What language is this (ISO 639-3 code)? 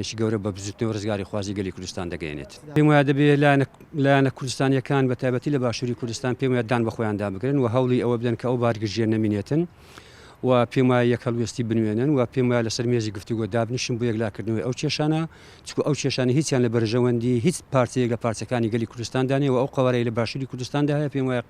ckb